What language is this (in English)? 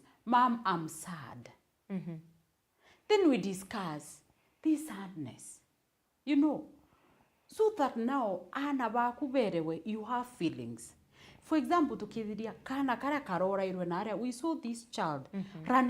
Meru